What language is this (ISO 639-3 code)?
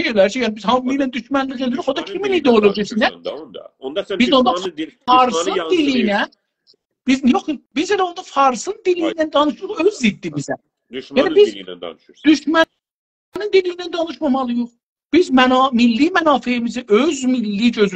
azb